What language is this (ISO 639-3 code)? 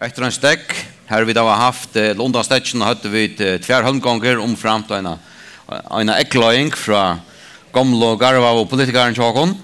fao